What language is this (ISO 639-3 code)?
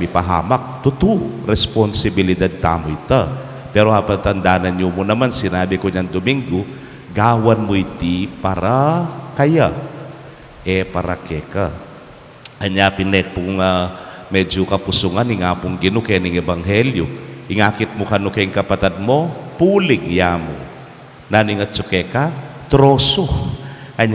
pam